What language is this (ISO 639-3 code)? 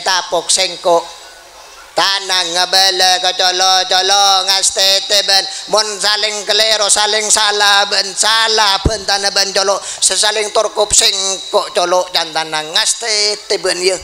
mad